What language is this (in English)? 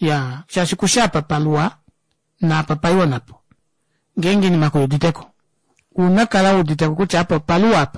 Kuanyama